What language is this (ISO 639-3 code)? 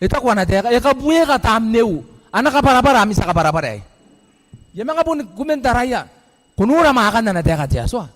gil